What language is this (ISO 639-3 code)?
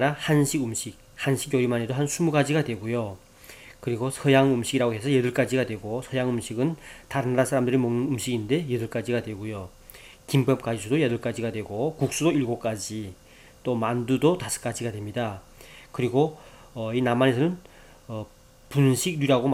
kor